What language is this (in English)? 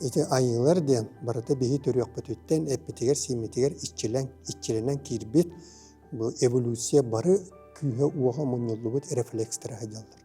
Yakut